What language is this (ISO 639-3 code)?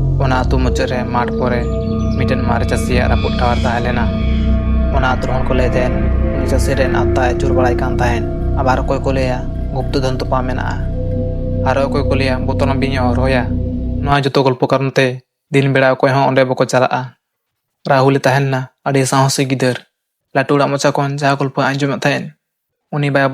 sat